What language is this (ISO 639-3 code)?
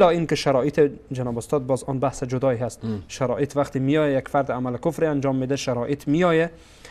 fas